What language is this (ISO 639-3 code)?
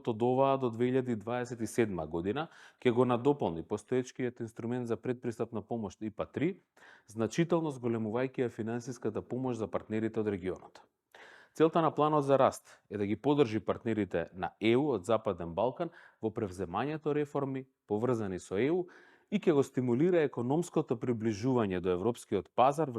mkd